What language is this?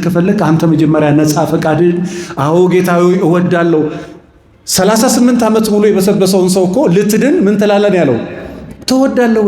Amharic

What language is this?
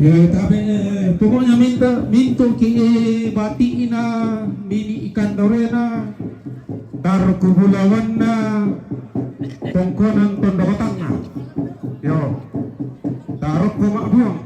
Toraja-Sa'dan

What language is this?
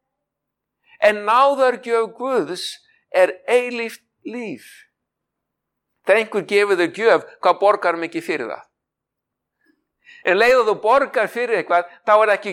Icelandic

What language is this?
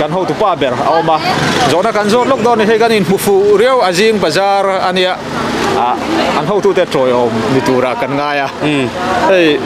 Mizo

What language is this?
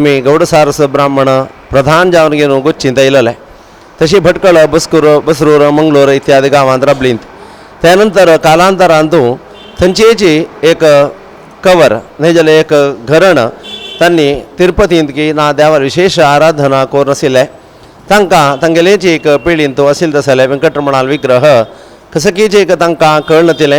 Konkani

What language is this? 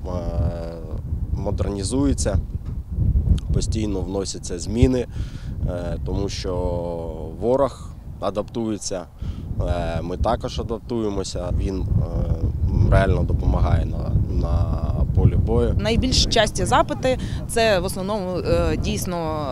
Ukrainian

